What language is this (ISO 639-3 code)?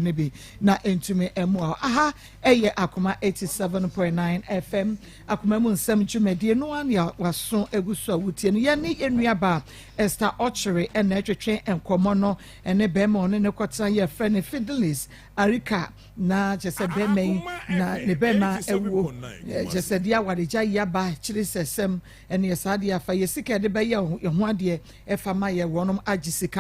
aka